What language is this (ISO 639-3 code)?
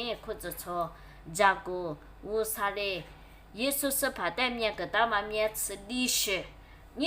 lis